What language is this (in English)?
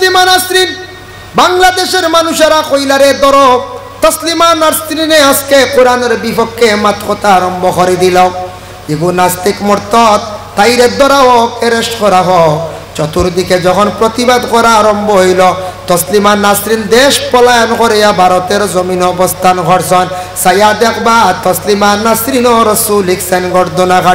Sylheti